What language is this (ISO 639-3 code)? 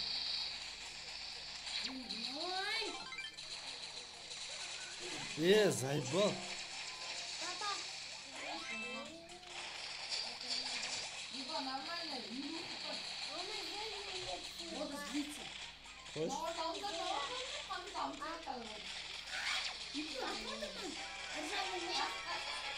kaz